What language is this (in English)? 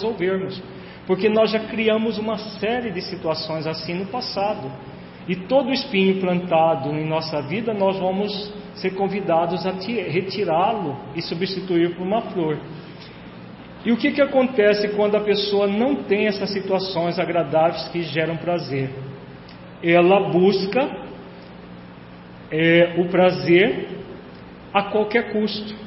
Portuguese